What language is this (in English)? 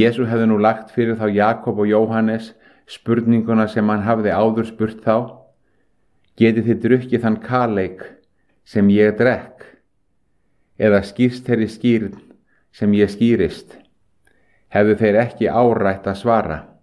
Icelandic